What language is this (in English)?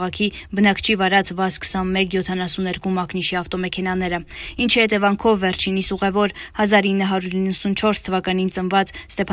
Armenian